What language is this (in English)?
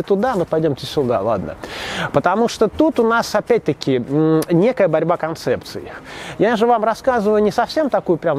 Russian